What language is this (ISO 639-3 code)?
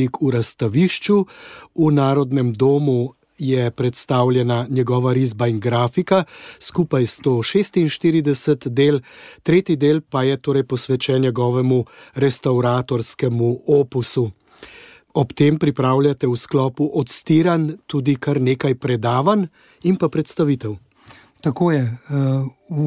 slv